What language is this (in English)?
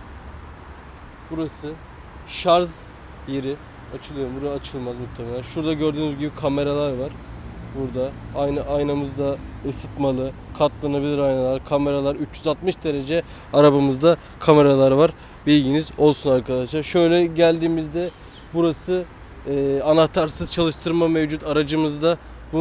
Turkish